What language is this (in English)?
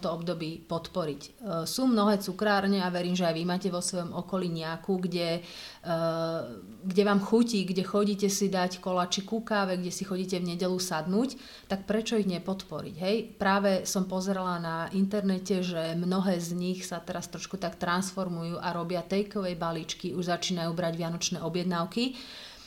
Slovak